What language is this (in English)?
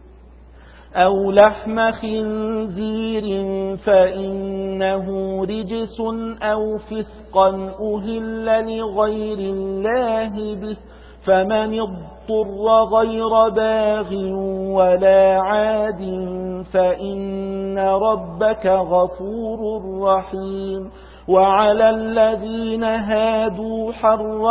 Arabic